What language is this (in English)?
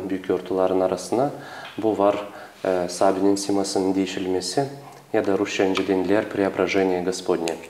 Gagauz